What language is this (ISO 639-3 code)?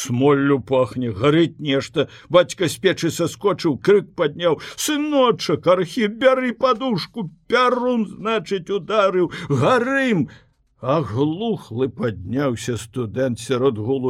bel